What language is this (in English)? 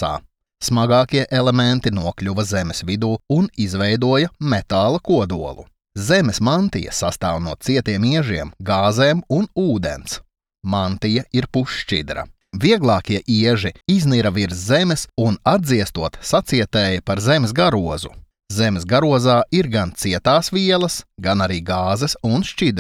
Latvian